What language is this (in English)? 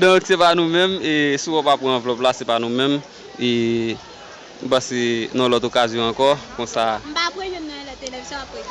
Haitian Creole